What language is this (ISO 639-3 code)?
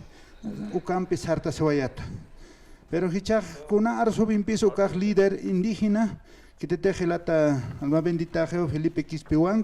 aym